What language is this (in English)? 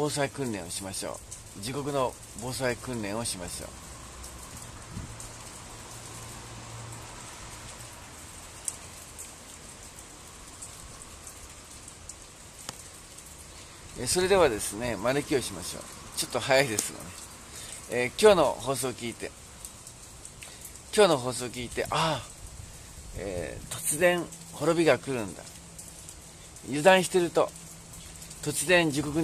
Japanese